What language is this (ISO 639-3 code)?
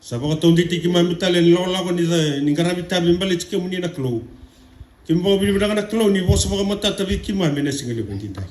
fij